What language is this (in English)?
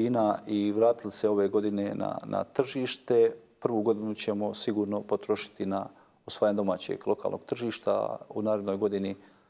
Bosnian